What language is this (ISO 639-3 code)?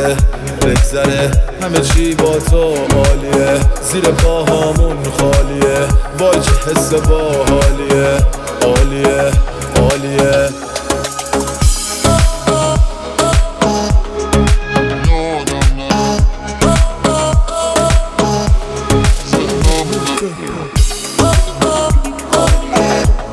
fas